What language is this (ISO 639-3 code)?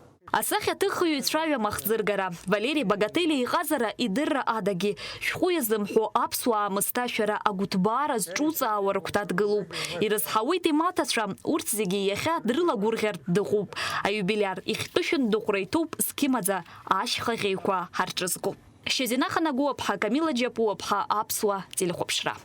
abk